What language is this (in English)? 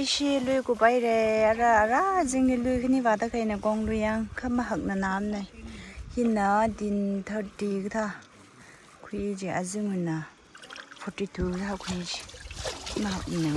Tangkhul Naga (India)